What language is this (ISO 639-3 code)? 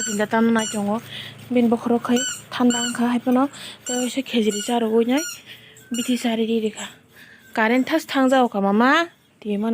trp